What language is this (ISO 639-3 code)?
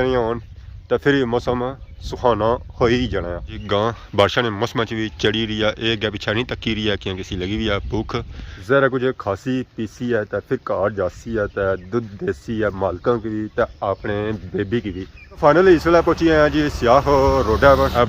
phr